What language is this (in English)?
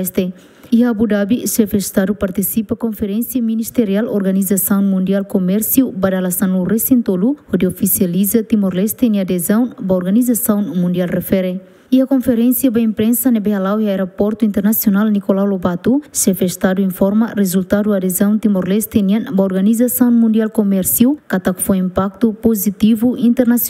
Tetum